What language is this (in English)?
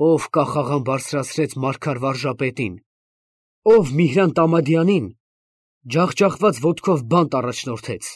Armenian